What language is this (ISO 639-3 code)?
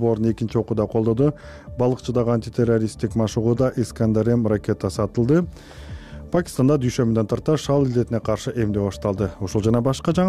kir